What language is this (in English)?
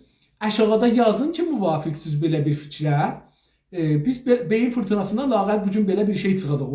South Azerbaijani